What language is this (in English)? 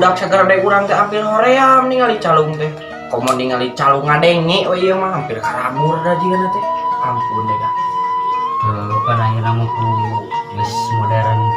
Sundanese